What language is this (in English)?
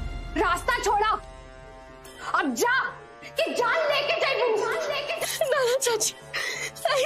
Bhojpuri